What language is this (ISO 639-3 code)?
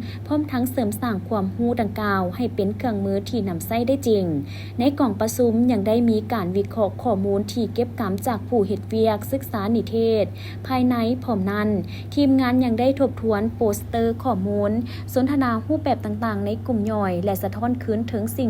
lao